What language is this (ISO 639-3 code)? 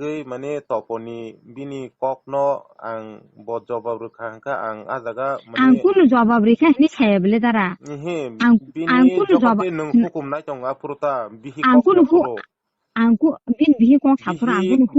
trp